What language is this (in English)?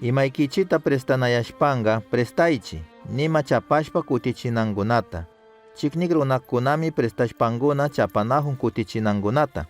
Chimborazo Highland Quichua